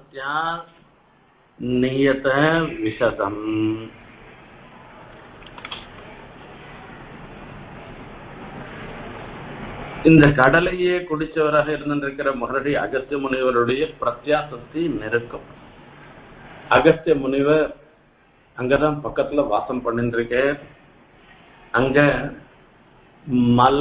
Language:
Tamil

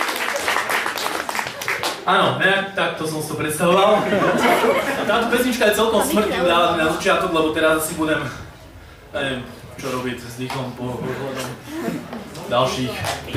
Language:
Slovak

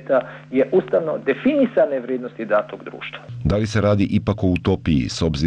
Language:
Bosnian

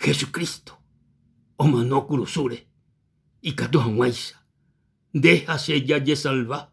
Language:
Guarani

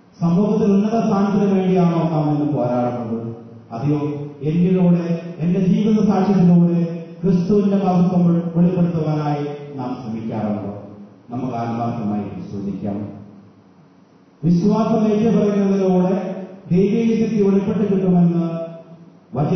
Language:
Malayalam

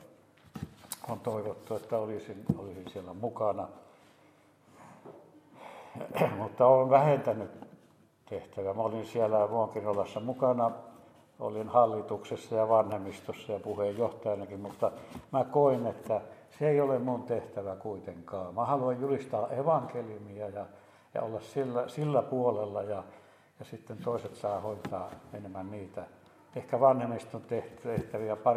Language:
Finnish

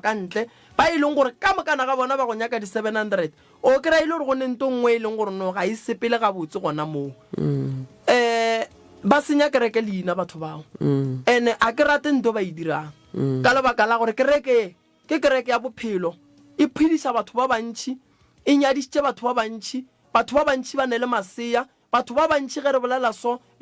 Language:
Northern Sotho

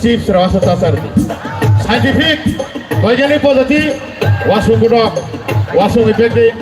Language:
Kok Borok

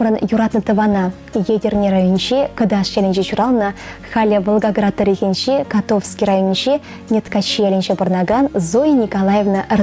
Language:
Chuvash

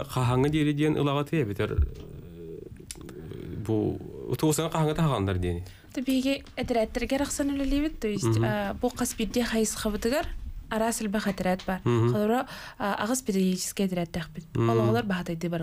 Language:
Yakut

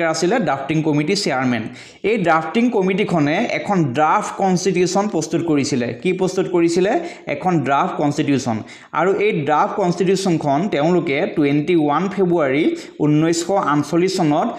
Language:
Assamese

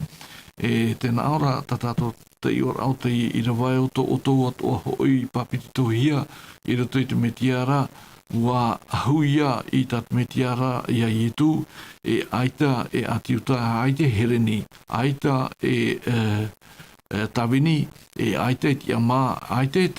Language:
Tahitian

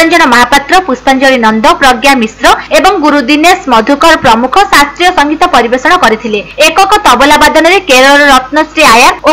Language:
Odia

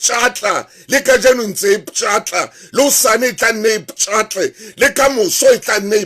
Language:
Southern Sotho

